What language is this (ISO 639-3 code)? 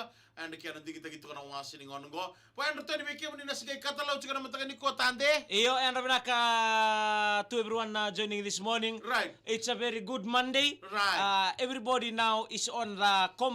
fij